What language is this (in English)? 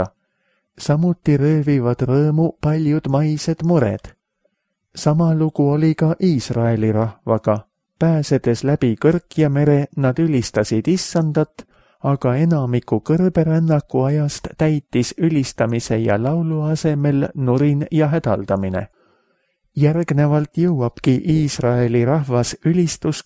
Estonian